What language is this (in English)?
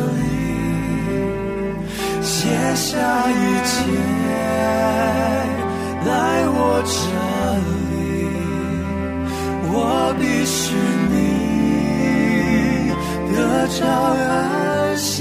Chinese